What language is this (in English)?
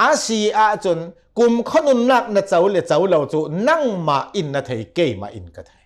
Hakha Chin